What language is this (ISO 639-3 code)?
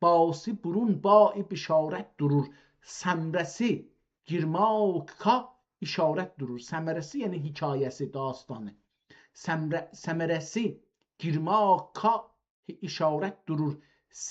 azb